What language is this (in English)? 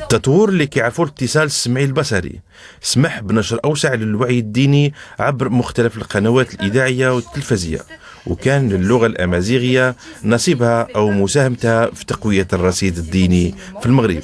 Moroccan Arabic